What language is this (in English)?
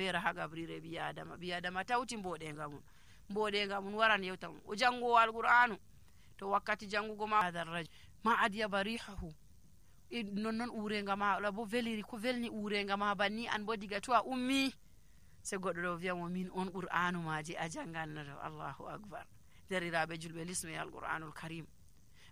Nigerian Fulfulde